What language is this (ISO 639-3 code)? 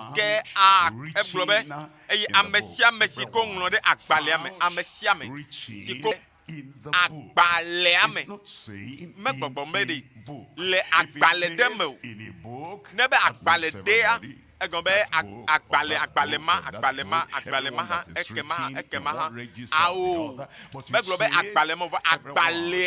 ewe